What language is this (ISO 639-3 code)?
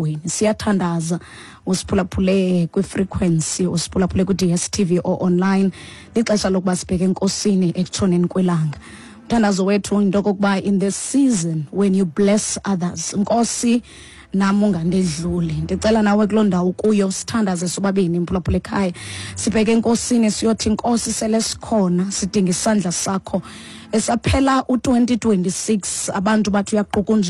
xho